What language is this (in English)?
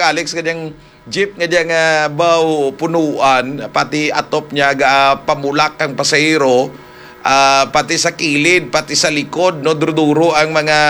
Hiligaynon